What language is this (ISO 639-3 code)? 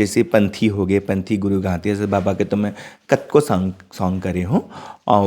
hne